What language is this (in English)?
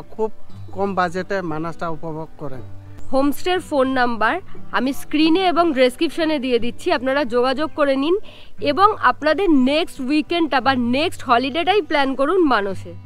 Bangla